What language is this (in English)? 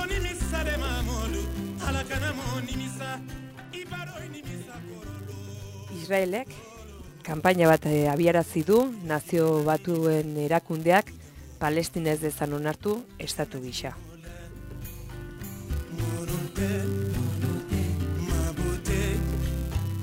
Basque